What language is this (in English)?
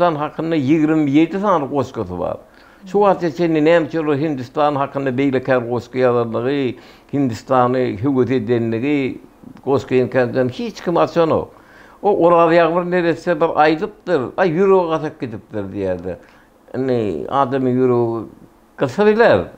Turkmen